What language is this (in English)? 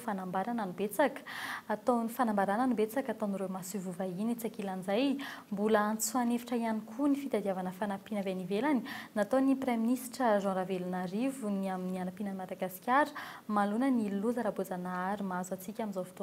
Malagasy